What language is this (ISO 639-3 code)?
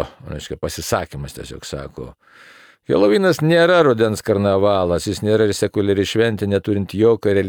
lit